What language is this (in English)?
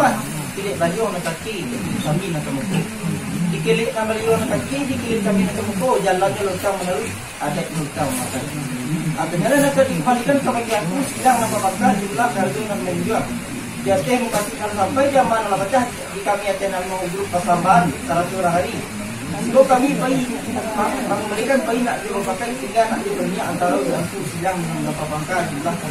Minangkabau